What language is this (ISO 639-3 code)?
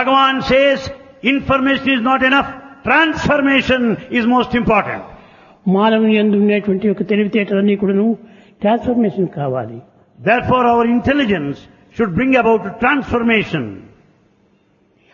tel